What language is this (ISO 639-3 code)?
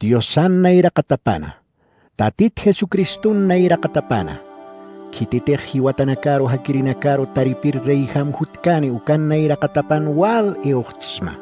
aym